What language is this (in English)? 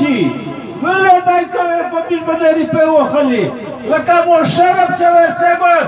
Pashto